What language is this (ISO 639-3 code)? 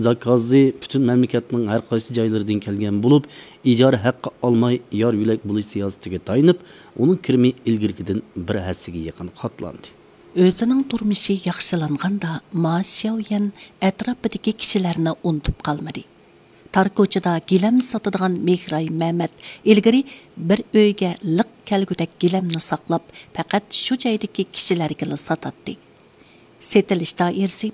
uig